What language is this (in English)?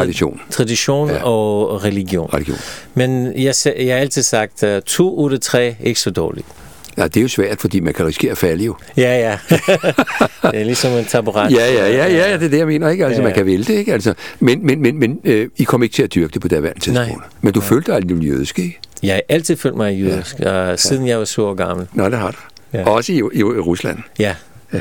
Danish